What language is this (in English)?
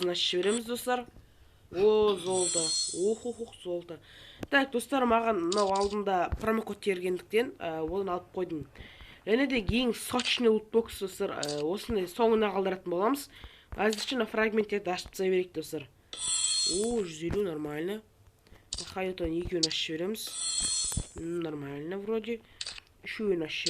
Kazakh